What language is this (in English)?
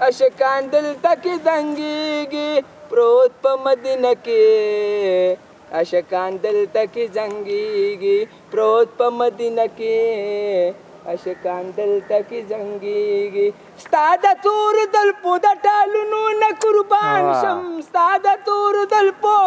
Pashto